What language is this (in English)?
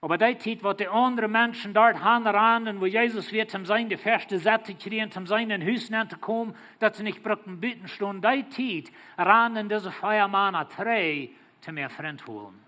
Plautdietsch